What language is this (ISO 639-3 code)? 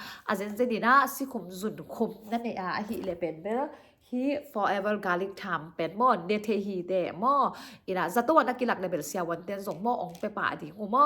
ctd